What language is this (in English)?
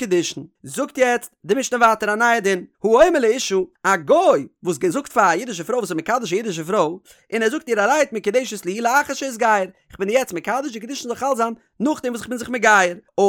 Yiddish